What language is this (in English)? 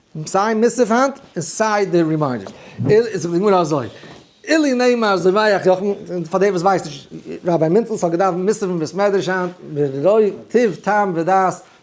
Yiddish